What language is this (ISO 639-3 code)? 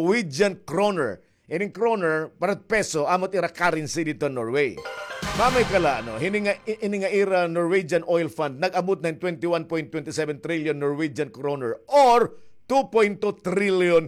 war